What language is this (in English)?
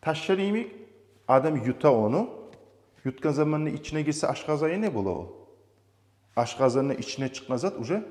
Kumyk